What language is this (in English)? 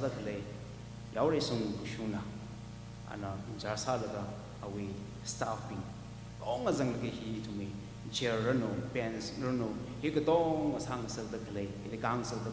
Tangkhul Naga (India)